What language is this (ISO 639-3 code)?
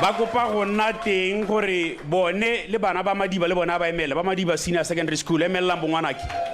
tsn